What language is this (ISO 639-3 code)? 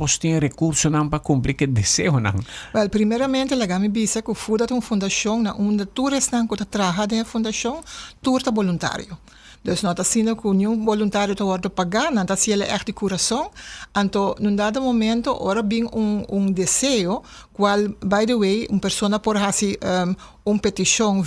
pap